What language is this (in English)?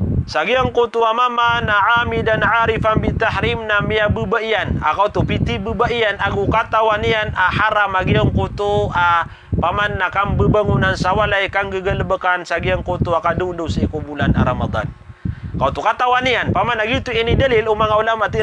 Maranao